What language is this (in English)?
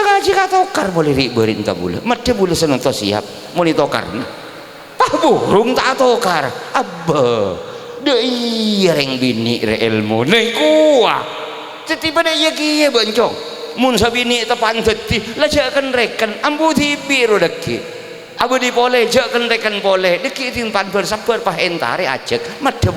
Madurese